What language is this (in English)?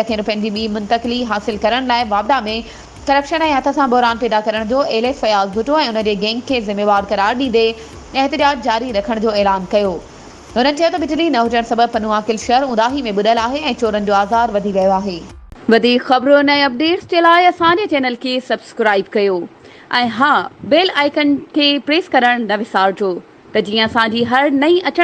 Sindhi